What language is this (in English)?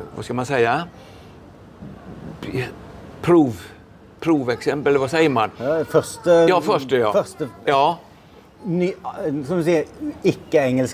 Swedish